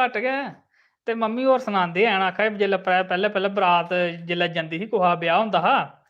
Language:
Dogri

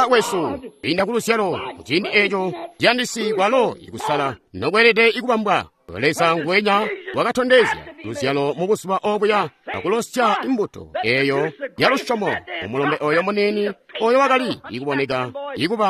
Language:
Tonga (Zambia)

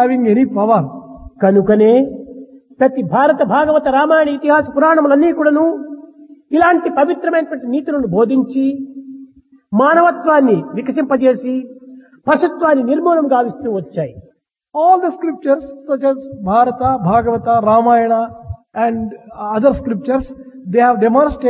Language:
Telugu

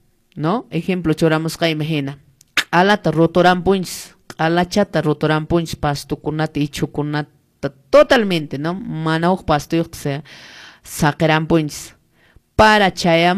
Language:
Quechua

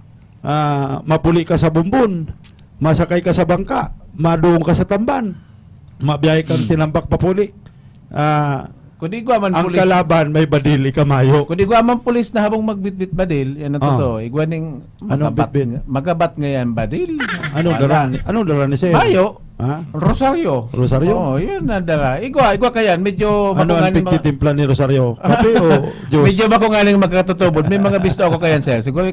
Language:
Bikol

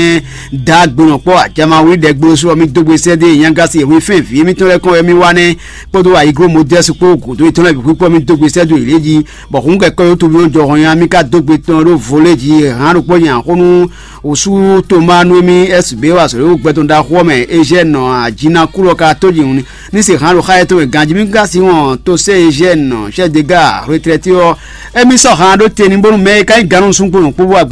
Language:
Fon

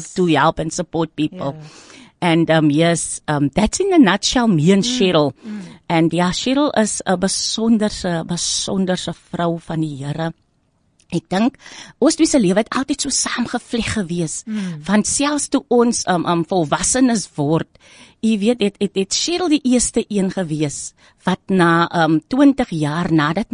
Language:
Afrikaans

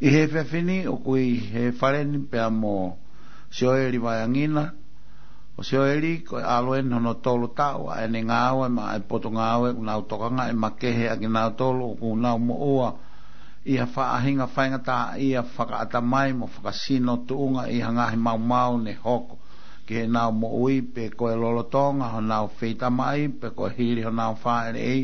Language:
Tongan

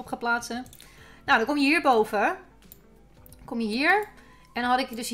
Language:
Dutch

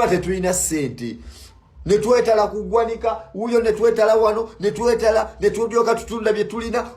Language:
Ganda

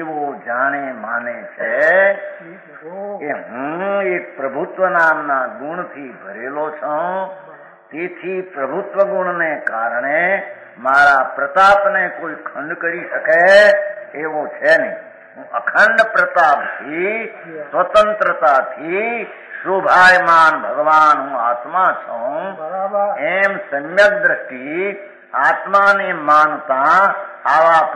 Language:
Gujarati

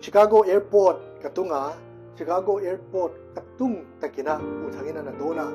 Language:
Paite Chin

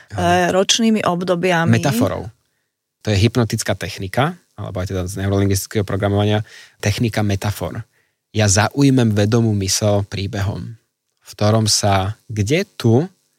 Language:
Slovak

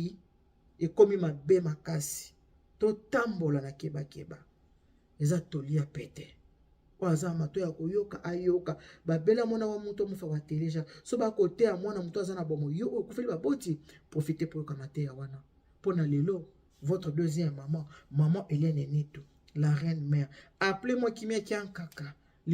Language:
Lingala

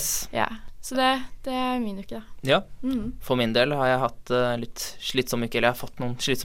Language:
Norwegian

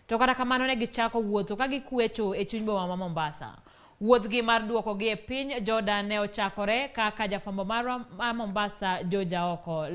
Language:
Luo (Kenya and Tanzania)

